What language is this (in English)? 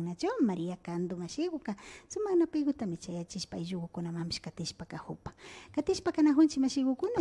Imbabura Highland Quichua